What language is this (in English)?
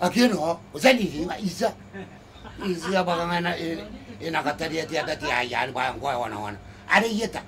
Gilbertese